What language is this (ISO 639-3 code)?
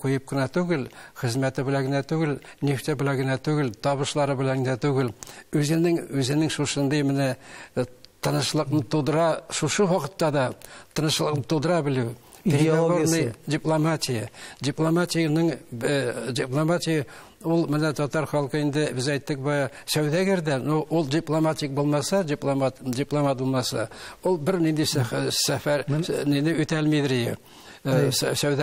tat